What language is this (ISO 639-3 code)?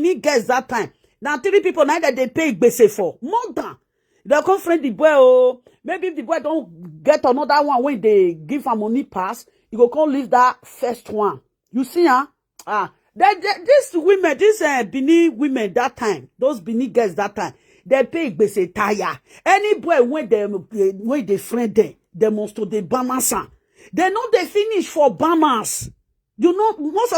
pcm